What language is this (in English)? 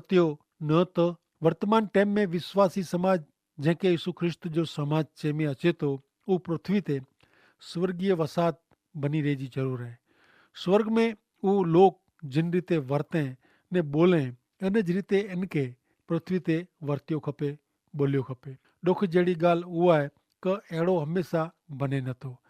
Kachhi